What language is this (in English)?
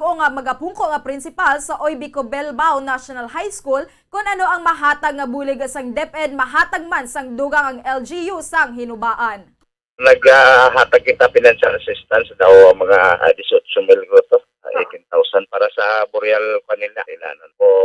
Hiligaynon